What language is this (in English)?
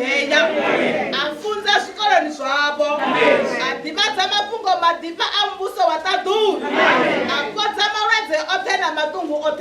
Venda